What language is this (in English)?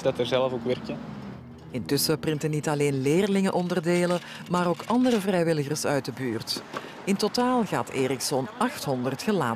Dutch